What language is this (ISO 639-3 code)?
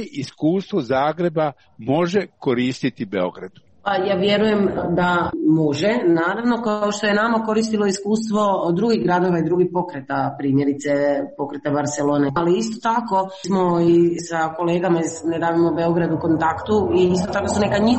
hrv